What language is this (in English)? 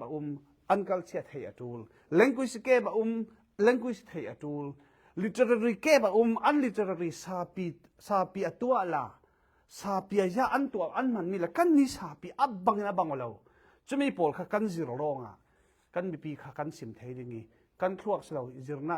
Falam Chin